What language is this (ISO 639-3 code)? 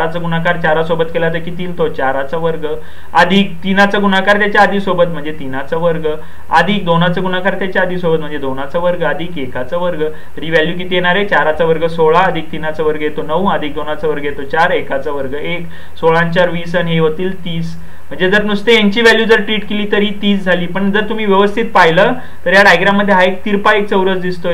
mar